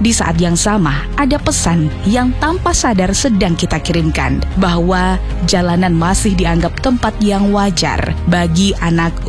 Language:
Indonesian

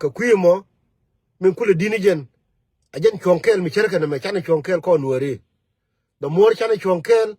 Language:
Nuer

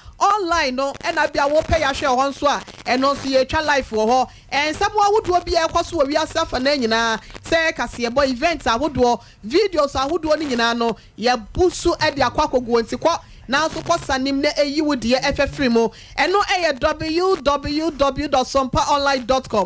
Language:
Akan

